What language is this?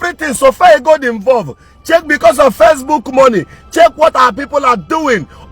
Igbo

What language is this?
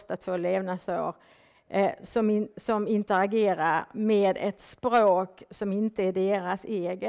Swedish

